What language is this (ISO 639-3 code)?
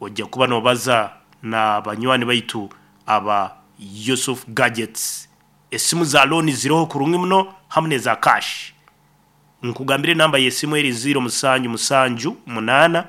nyn